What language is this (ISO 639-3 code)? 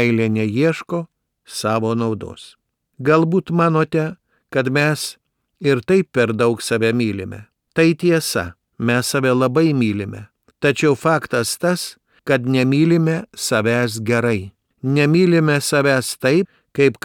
lit